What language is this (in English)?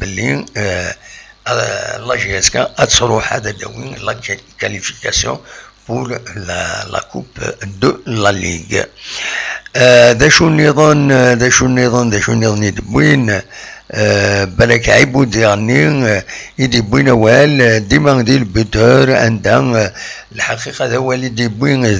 Kabyle